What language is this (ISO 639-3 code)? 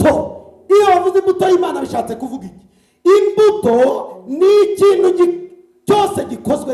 kin